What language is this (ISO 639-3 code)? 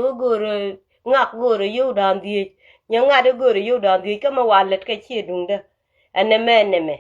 nus